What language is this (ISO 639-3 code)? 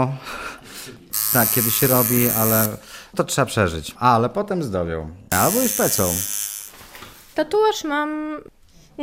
pol